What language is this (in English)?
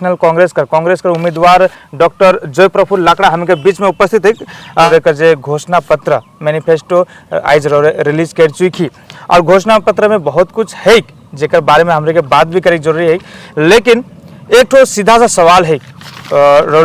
Sadri